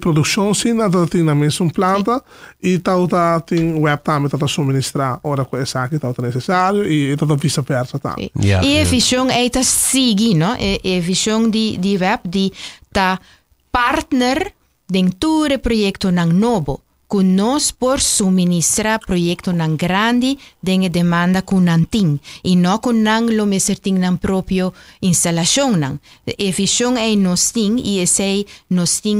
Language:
Papiamento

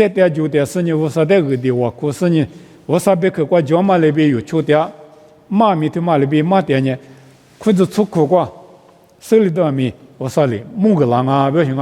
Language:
Lisu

